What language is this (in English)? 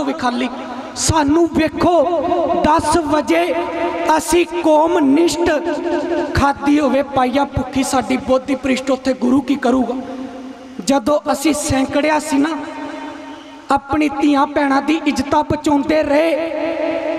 Punjabi